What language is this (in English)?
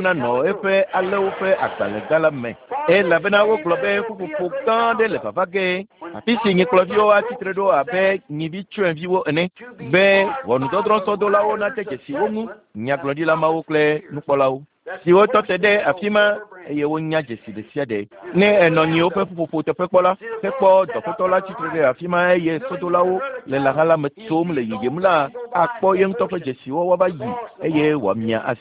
Ewe